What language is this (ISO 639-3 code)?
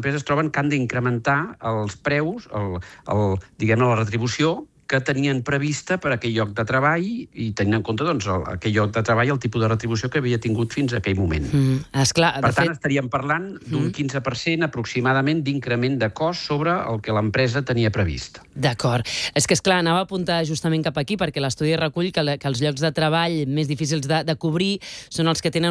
cat